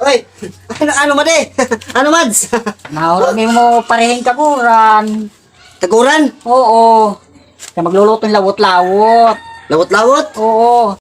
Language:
Waray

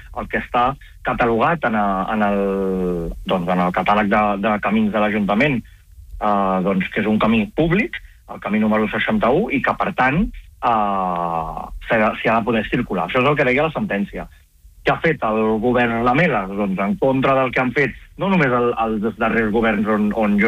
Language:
Catalan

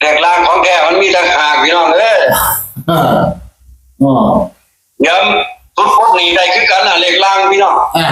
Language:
Northeastern Thai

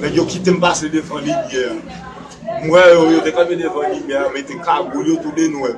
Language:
Haitian Creole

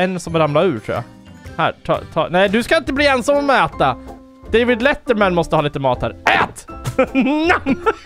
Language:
Swedish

